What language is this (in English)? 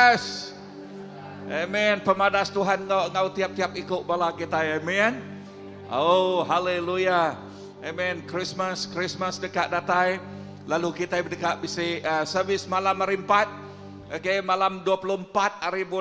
Iban